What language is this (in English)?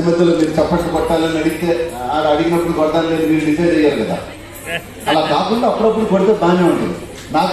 Telugu